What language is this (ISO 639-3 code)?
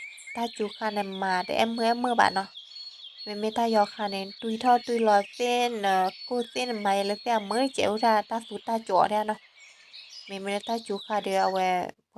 ksw